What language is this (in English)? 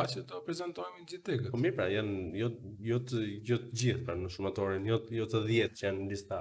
Albanian